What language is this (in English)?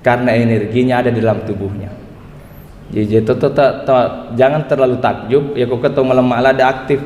Buginese